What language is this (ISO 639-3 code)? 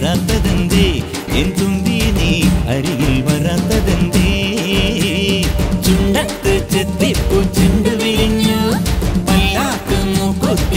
mal